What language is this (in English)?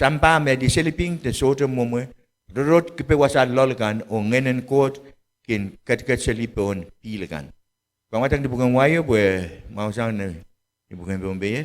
Pohnpeian